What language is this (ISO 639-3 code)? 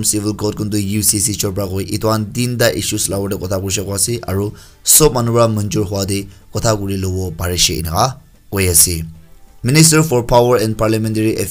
nag